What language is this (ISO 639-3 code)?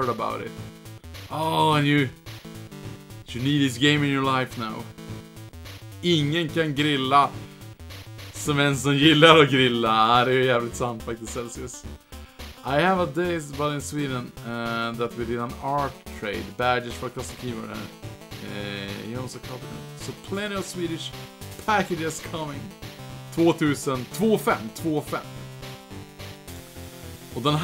swe